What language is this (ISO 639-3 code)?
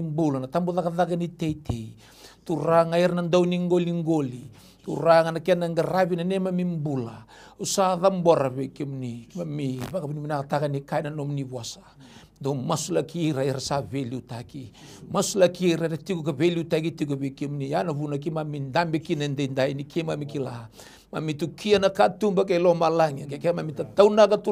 fij